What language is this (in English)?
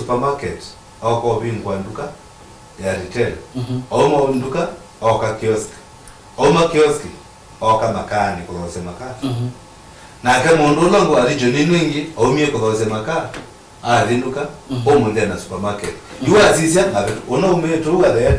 Kamba